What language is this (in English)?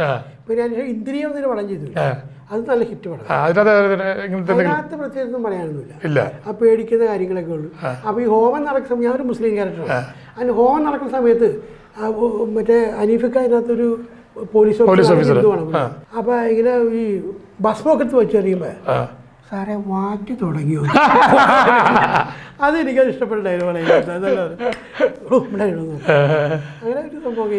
Malayalam